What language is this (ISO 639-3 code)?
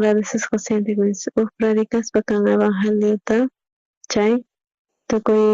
quh